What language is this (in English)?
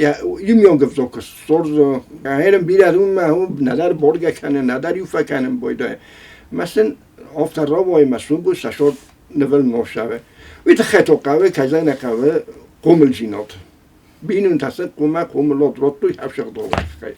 Ossetic